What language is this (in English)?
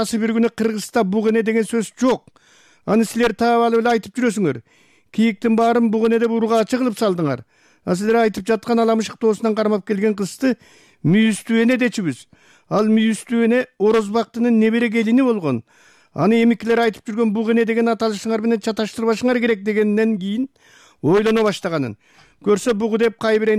Kyrgyz